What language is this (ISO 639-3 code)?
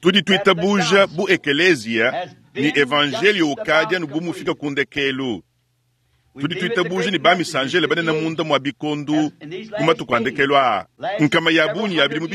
lua